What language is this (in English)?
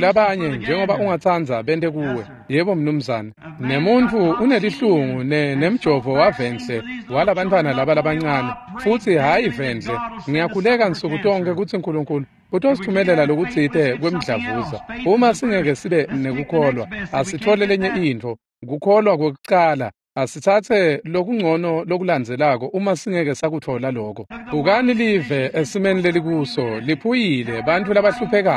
Swati